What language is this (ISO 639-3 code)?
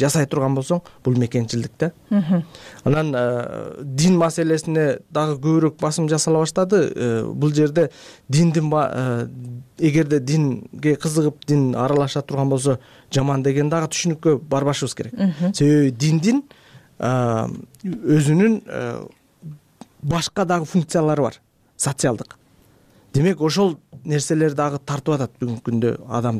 kir